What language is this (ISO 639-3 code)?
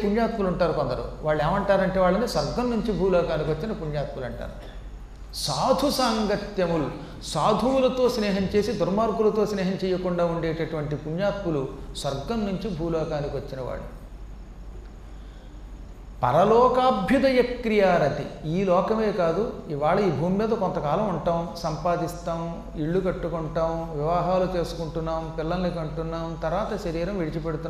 tel